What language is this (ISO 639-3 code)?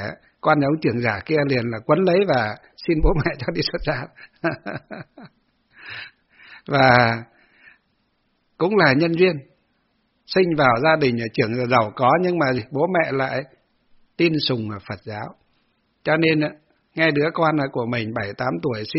vie